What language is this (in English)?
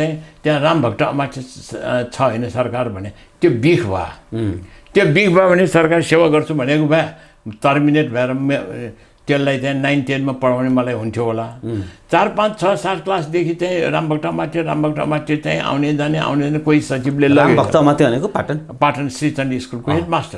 Nepali